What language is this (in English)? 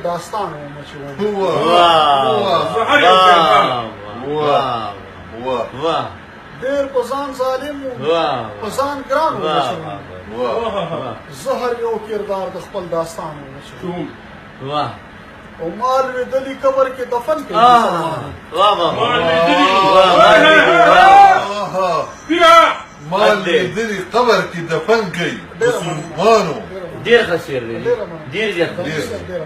Pashto